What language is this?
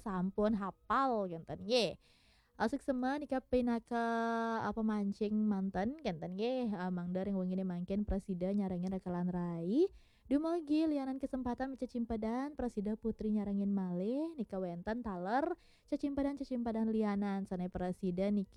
Balinese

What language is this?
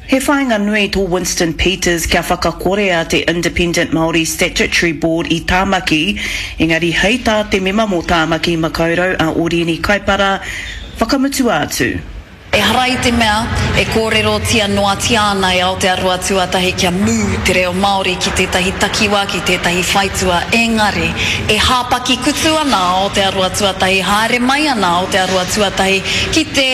Māori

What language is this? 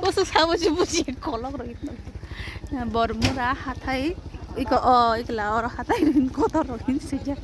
Kok Borok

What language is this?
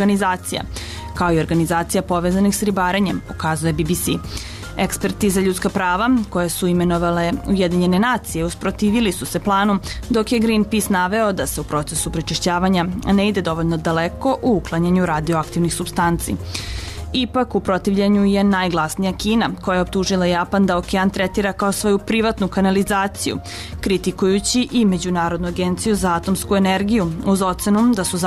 Serbian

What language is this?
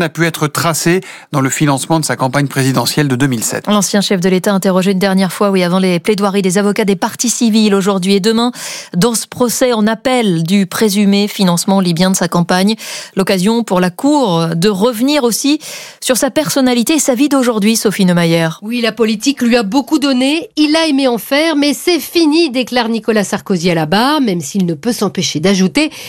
French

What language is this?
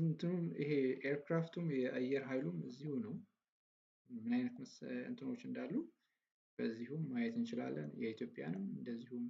Amharic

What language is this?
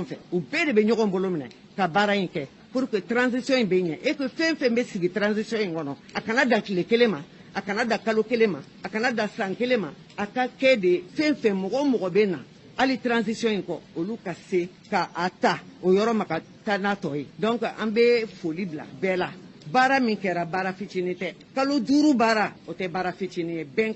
Bambara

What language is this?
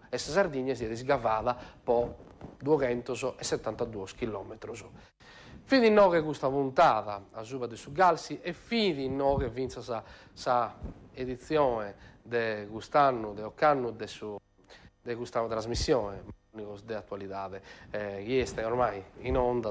Sardinian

